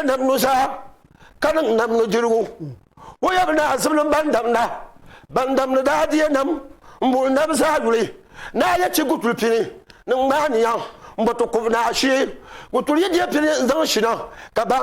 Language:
Dagbani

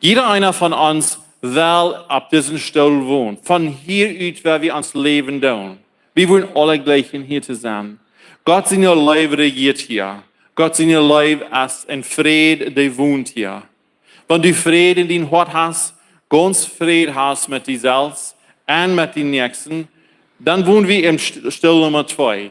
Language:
Plautdietsch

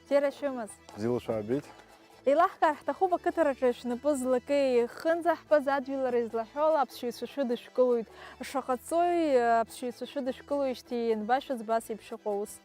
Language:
Abkhazian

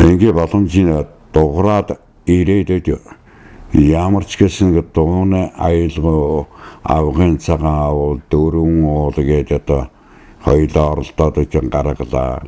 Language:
Mongolian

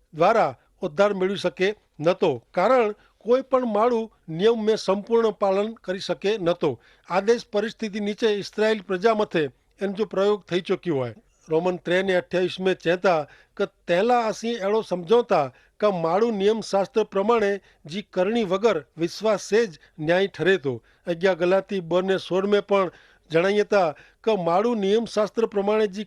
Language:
Kachhi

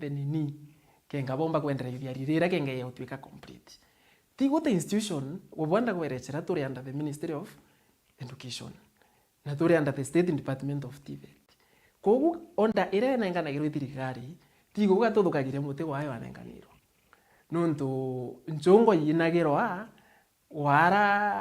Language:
Meru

